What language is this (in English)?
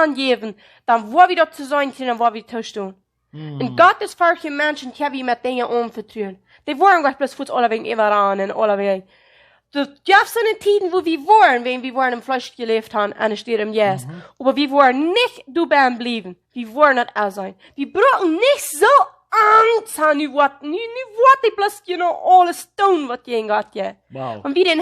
Plautdietsch